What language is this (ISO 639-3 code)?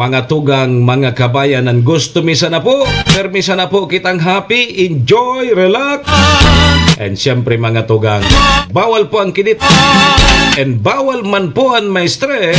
bik